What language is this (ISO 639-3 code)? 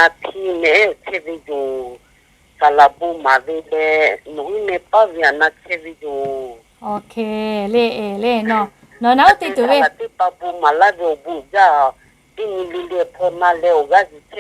lhu